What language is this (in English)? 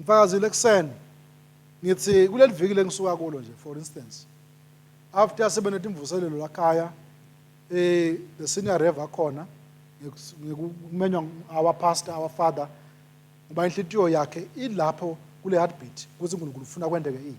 Swati